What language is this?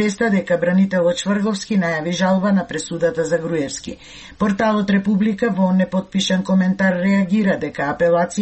Macedonian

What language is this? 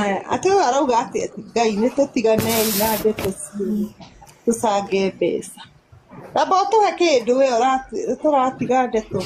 Kikuyu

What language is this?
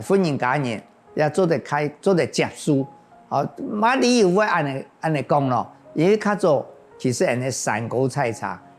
Hakka Chinese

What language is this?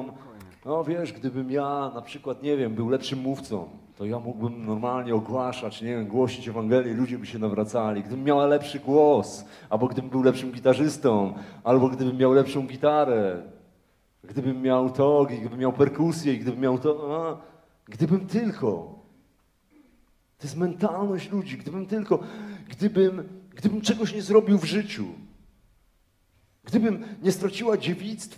Polish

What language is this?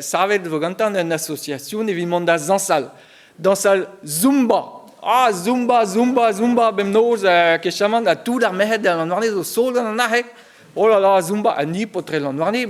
Breton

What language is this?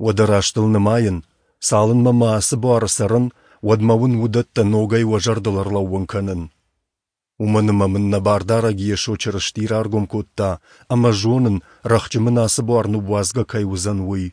Ossetic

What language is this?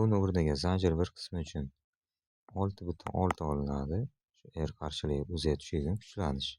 Uzbek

